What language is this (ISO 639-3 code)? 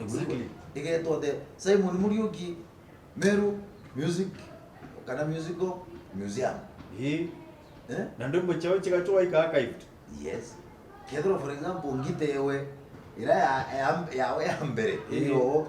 mer